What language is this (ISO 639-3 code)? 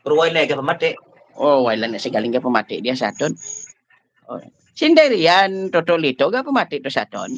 hil